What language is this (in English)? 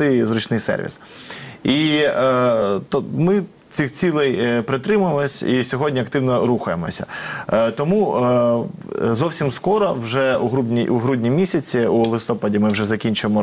Ukrainian